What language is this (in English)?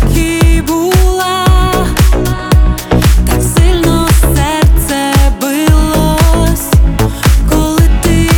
Ukrainian